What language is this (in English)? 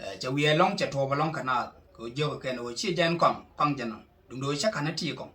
Nuer